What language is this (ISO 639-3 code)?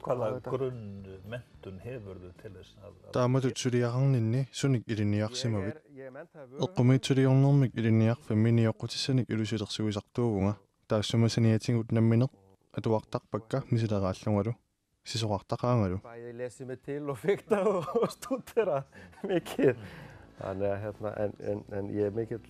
kal